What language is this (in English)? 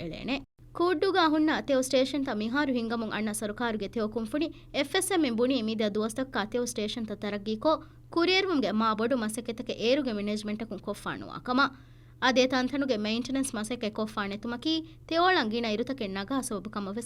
Divehi